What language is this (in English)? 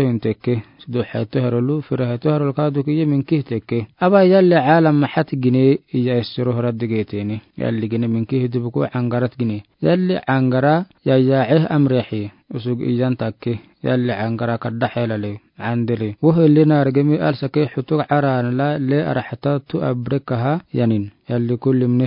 Afar